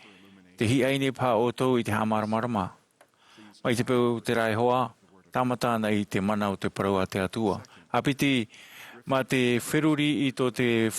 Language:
Tahitian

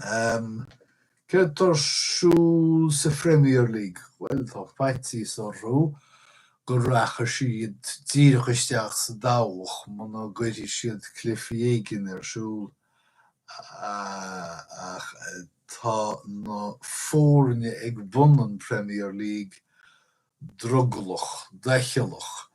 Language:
Irish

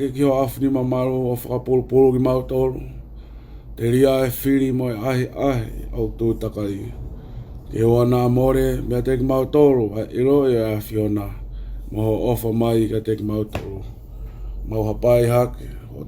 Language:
Tongan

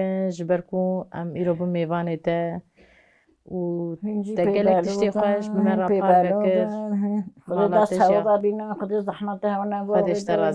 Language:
Kurdish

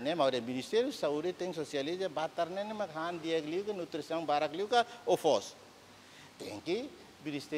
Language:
Tetum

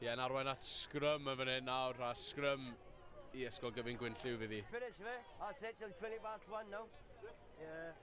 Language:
Welsh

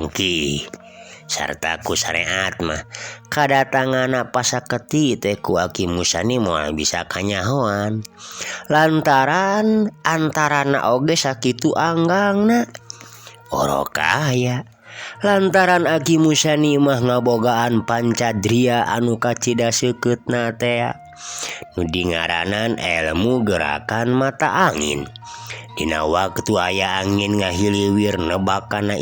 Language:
Sundanese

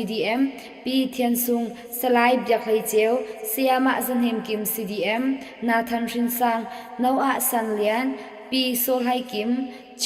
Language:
Hakha Chin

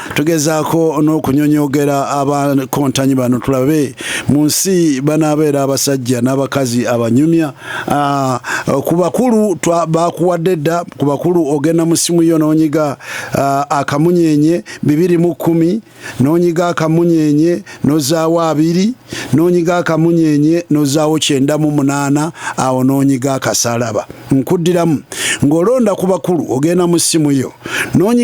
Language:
Ganda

